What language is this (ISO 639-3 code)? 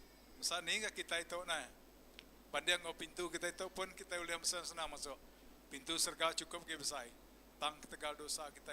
iba